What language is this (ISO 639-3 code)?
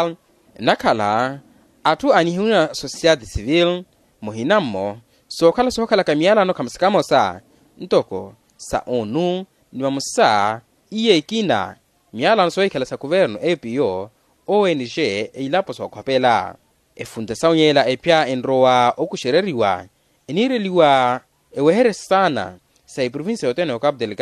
vmw